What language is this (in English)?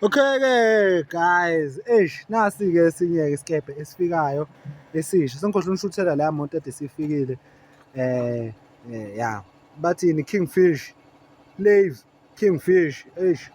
Zulu